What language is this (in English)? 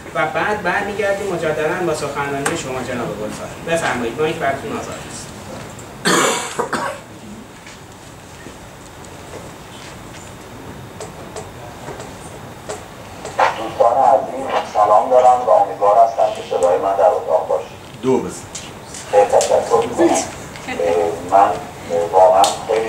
Persian